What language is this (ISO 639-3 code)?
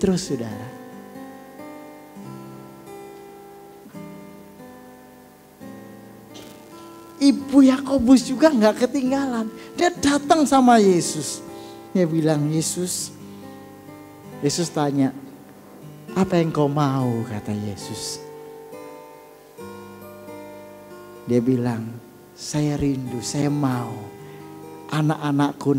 ind